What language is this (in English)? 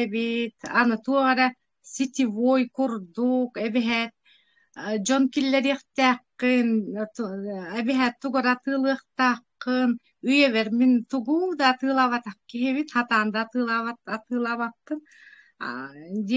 Yakut